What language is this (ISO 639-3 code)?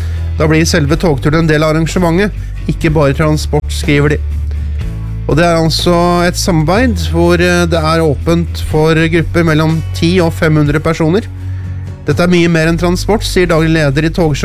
nor